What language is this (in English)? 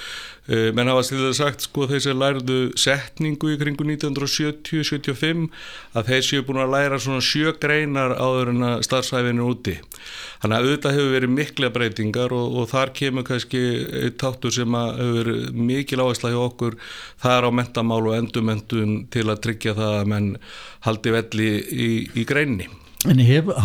Icelandic